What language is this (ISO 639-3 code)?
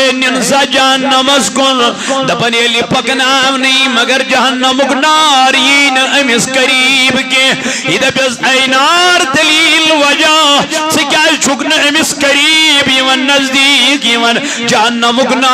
kas